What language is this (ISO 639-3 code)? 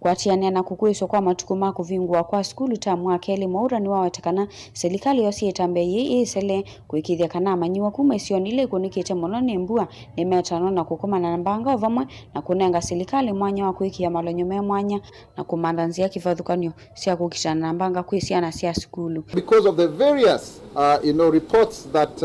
kam